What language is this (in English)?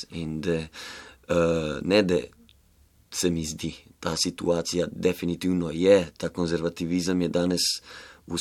Slovenian